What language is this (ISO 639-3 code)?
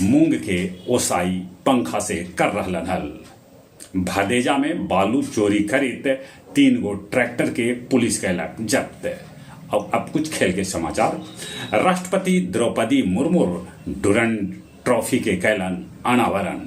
mag